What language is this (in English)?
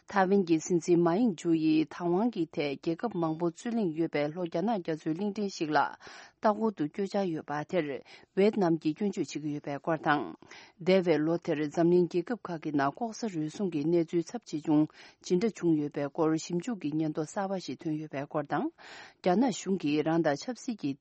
Tibetan